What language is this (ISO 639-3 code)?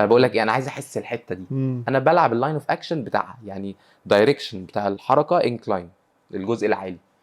arz